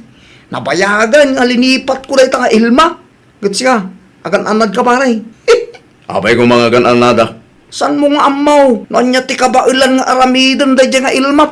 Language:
Iloko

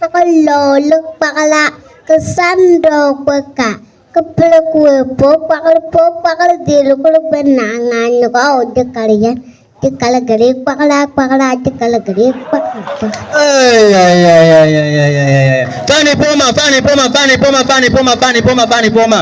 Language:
Bimoba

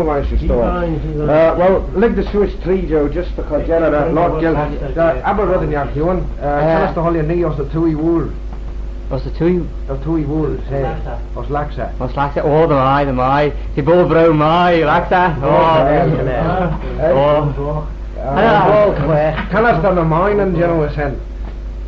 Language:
Manx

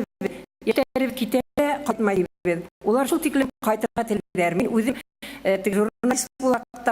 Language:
Bashkir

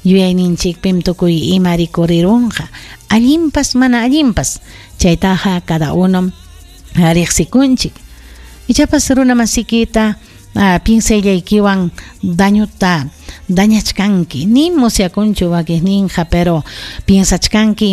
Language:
Ayacucho Quechua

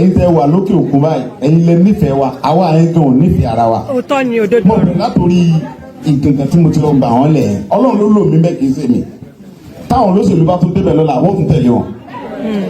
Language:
Yoruba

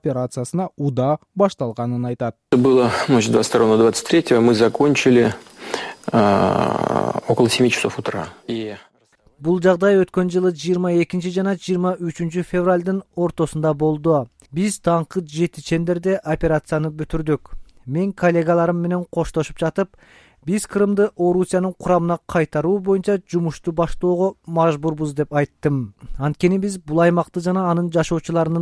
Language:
Kyrgyz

